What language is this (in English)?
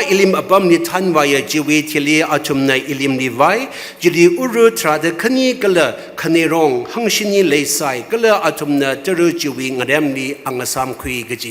Tangkhul Naga (India)